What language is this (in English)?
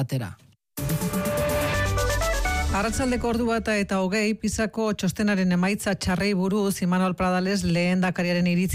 Basque